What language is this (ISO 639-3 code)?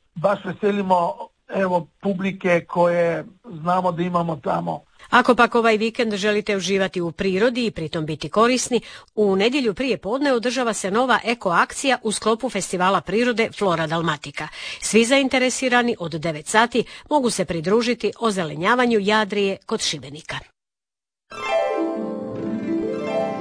hrv